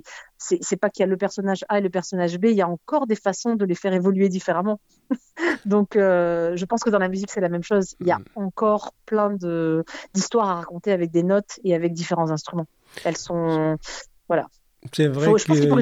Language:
French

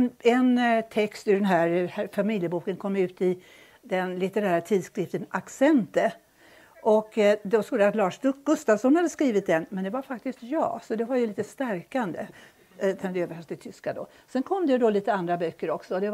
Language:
Swedish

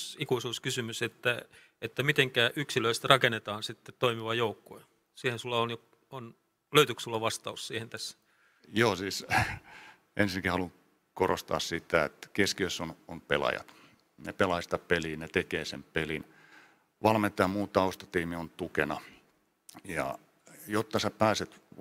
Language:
Finnish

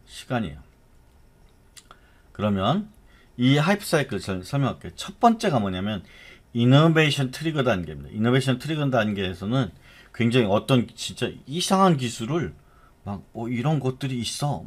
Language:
Korean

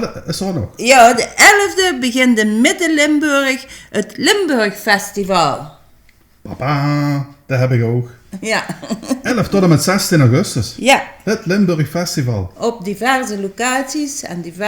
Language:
Limburgish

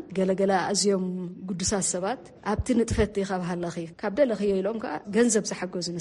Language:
Tigrinya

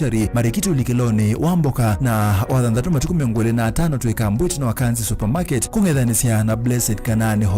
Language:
Kamba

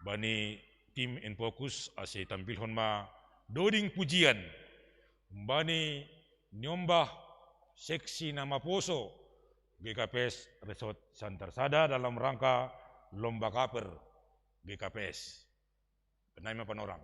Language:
Batak Simalungun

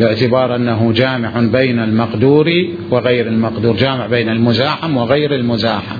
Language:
Mesopotamian Arabic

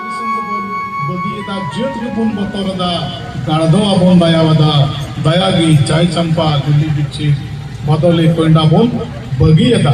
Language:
Santali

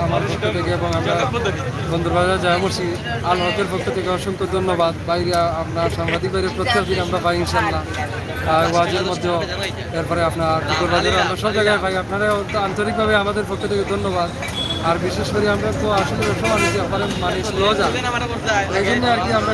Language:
Sylheti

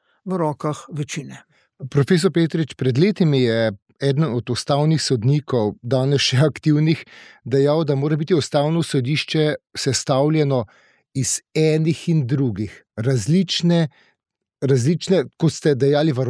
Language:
Slovenian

